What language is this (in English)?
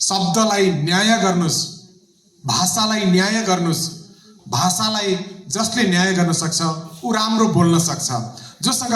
Nepali